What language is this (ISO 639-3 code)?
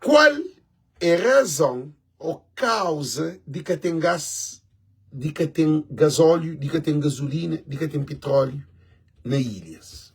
kea